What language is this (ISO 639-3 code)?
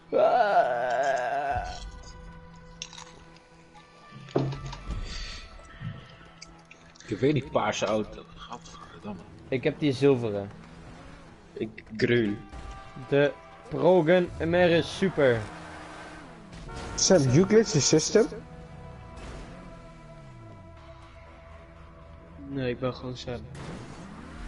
nld